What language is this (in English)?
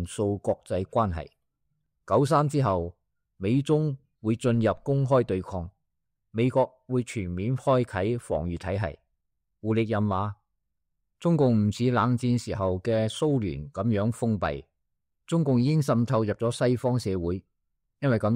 Cantonese